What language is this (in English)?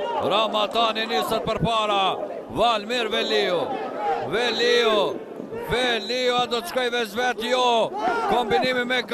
Albanian